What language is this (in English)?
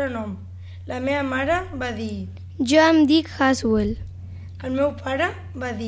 Catalan